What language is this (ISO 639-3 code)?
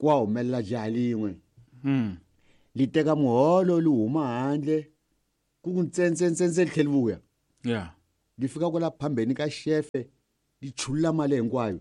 tso